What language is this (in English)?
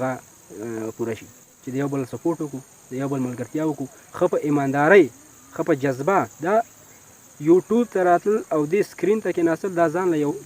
Pashto